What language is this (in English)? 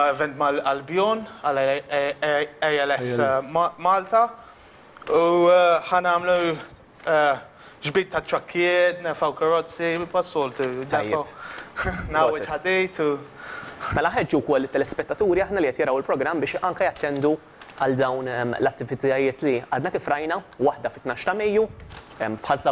Maltese